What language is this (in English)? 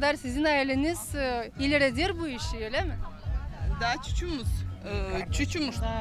Gagauz